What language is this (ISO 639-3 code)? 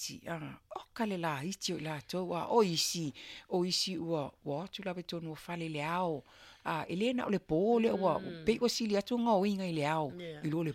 smo